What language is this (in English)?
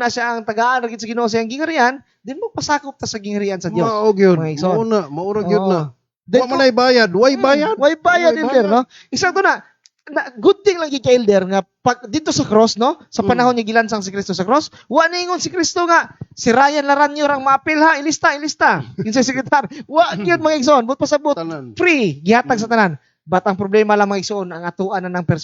Cebuano